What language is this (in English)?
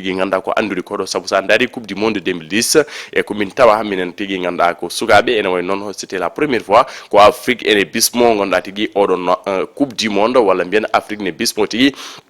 Fula